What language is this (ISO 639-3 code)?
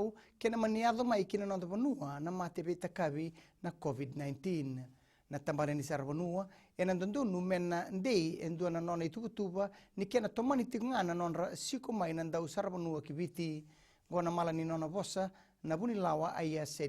fij